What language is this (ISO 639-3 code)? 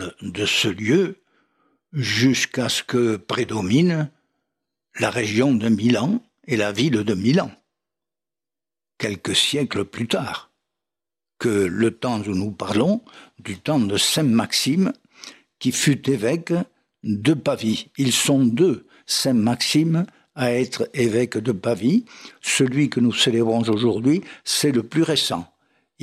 fra